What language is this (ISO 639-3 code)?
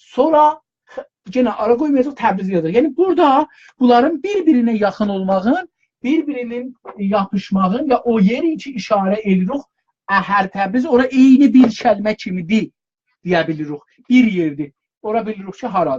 azb